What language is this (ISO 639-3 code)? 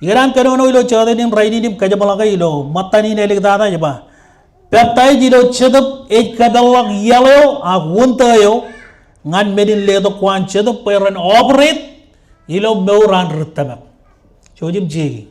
mah